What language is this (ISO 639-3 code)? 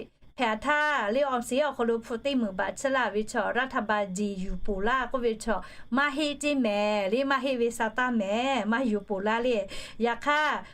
lhu